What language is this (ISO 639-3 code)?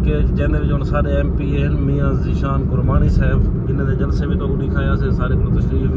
skr